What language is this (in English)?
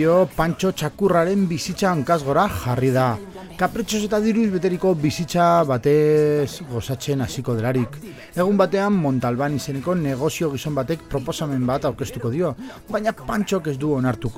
Basque